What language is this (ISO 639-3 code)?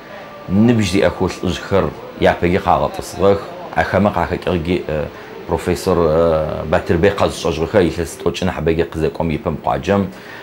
ady